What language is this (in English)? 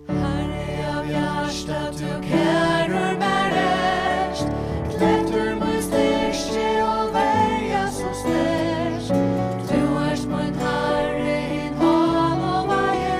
Faroese